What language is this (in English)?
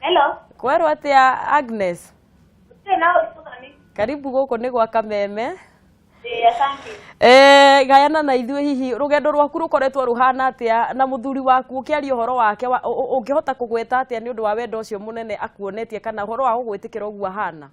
Kikuyu